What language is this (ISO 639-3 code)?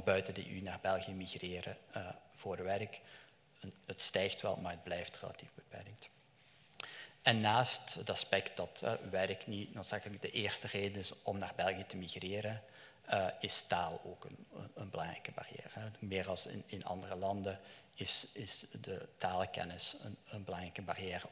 nld